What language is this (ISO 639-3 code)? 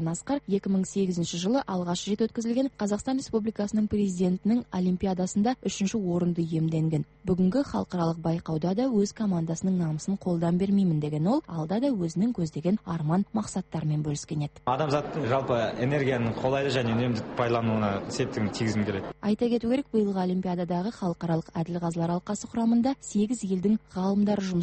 kaz